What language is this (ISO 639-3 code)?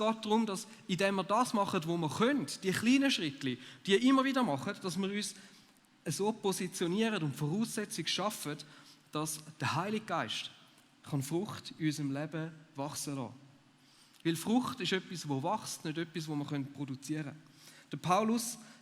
gsw